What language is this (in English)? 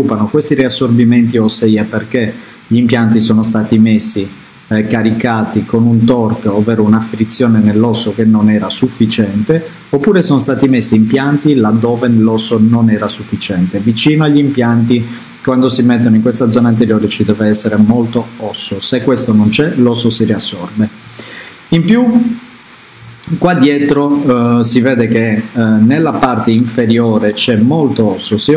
Italian